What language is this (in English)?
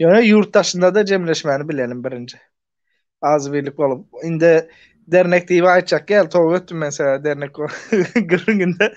Turkmen